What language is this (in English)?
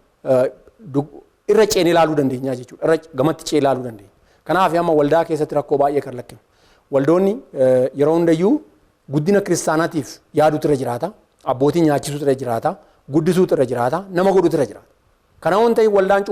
Oromo